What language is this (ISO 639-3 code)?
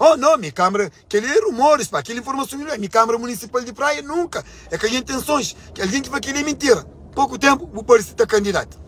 kea